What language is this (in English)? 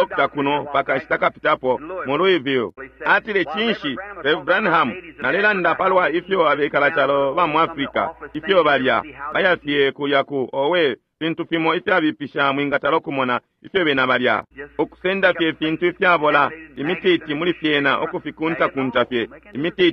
Bemba